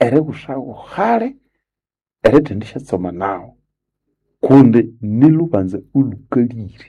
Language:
Nande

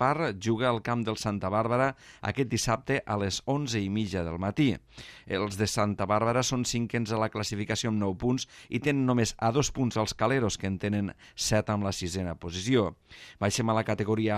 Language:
Catalan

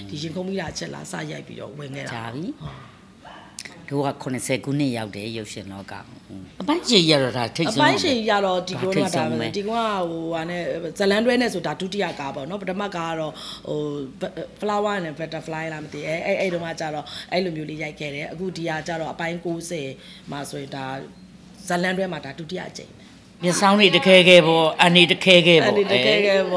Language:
Burmese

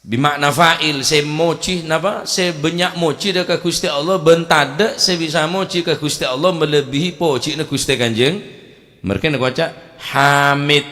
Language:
Madurese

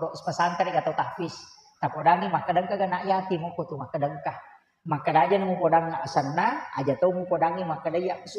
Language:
Buginese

